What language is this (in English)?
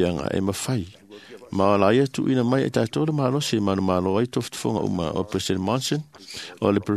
Samoan